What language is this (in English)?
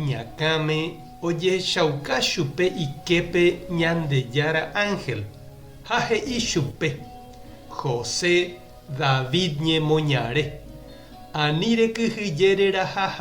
Guarani